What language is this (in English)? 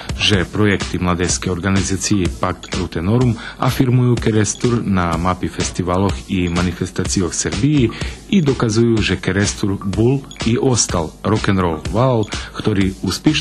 Rusyn